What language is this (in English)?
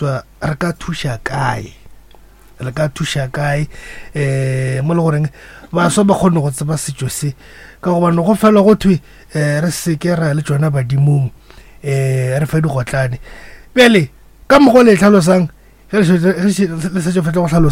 Northern Sotho